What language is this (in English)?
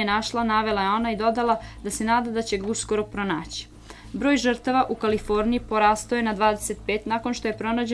Serbian